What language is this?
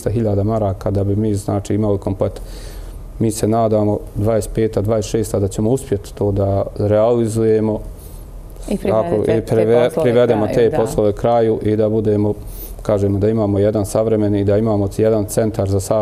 Bosnian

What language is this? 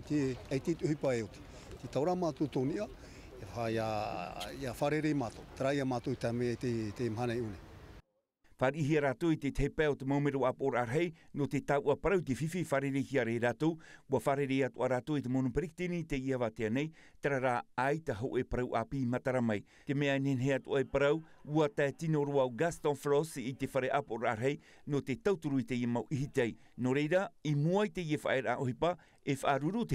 Tahitian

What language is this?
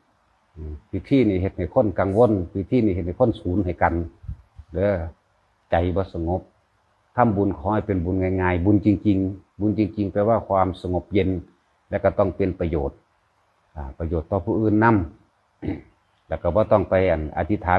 Northeastern Thai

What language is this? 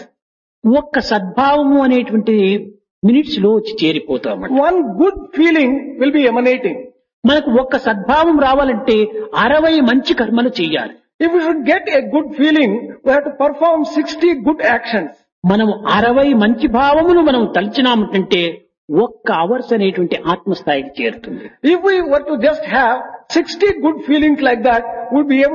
Telugu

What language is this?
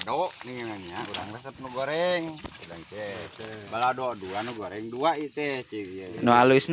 Sundanese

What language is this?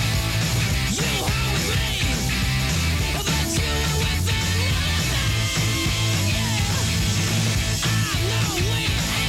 English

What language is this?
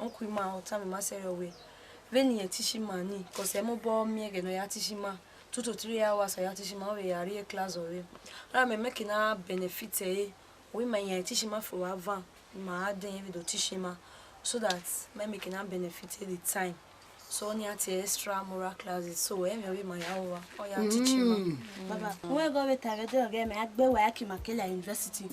Bini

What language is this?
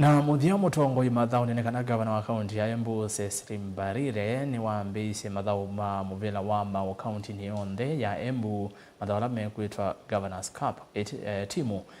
Kamba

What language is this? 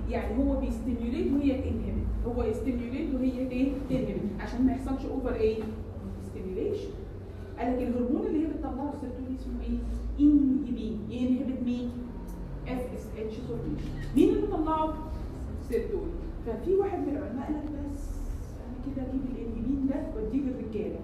Egyptian Arabic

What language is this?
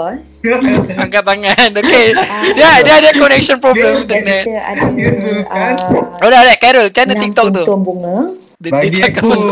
Malay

